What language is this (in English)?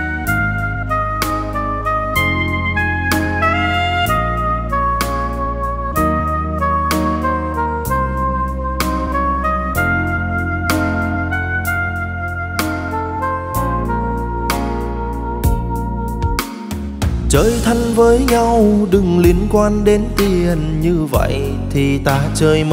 Vietnamese